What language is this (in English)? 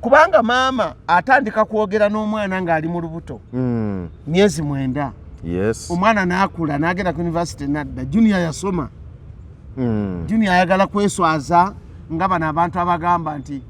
Ganda